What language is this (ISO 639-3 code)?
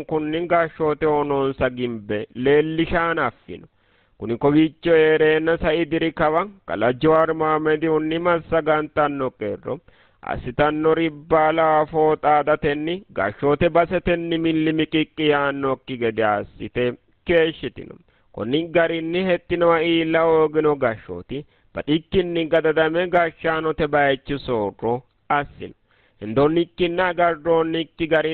sid